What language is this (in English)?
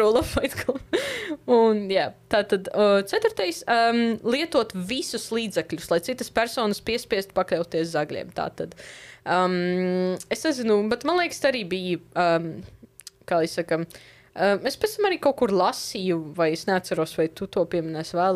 Latvian